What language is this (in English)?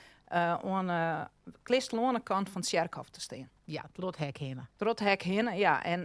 Western Frisian